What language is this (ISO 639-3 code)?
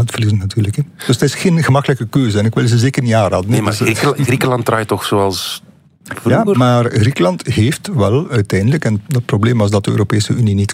nld